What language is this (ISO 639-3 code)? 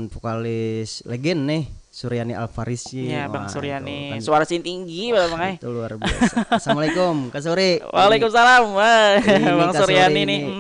bjn